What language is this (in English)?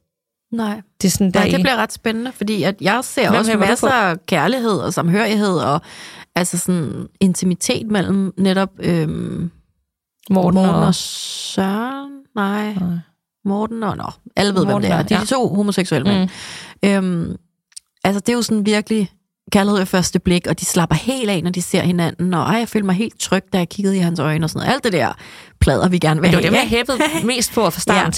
Danish